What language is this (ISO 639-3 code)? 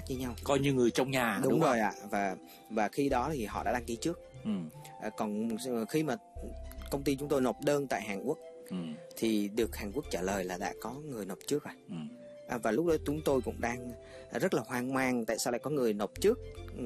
vie